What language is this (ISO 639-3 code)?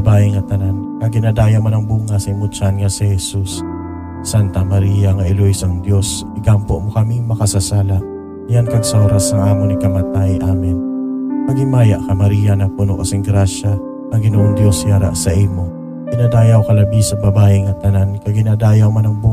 hil